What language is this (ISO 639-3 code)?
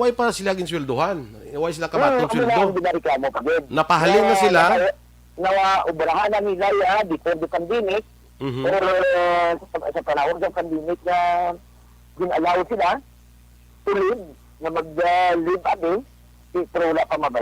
hil